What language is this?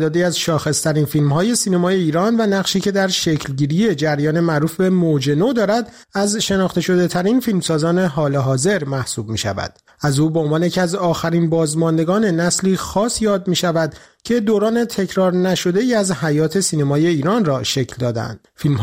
Persian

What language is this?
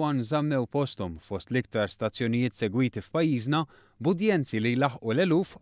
Maltese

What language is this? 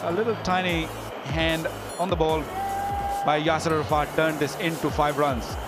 English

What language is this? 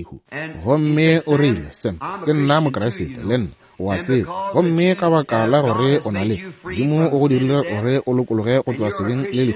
Northern Sotho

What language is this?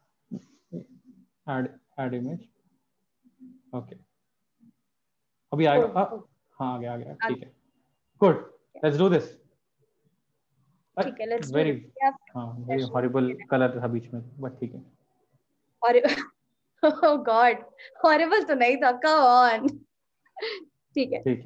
Hindi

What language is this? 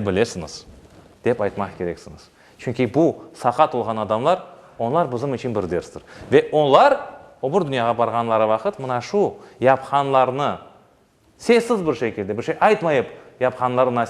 Crimean Tatar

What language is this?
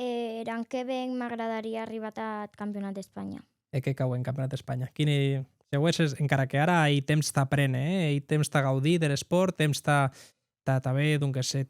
Occitan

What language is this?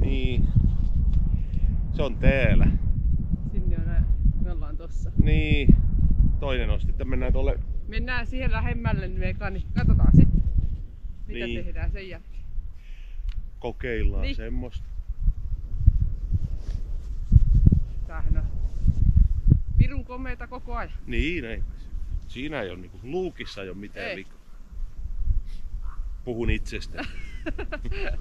Finnish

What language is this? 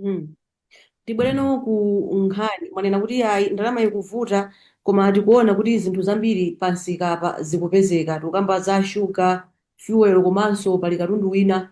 Nyanja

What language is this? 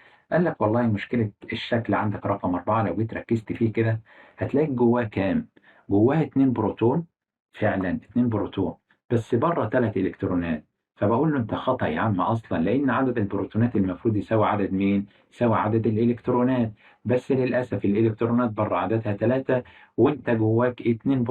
Egyptian Arabic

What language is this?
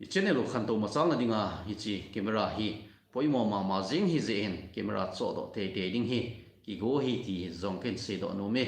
Thado Chin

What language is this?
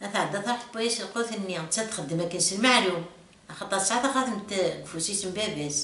Kabyle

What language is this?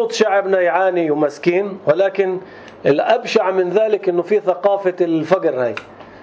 North Levantine Arabic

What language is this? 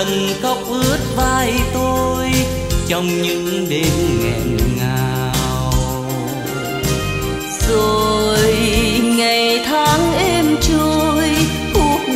Vietnamese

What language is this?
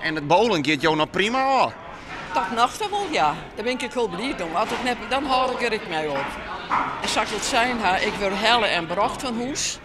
Western Frisian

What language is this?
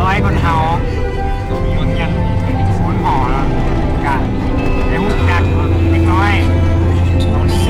Lao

